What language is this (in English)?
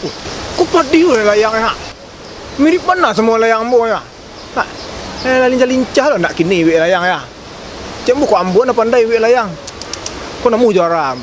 Minangkabau